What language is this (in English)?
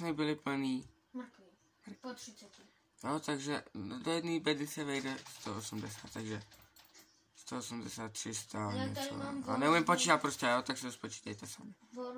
Czech